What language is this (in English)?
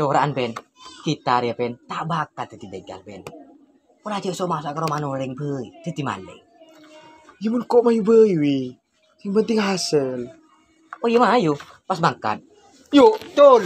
Madurese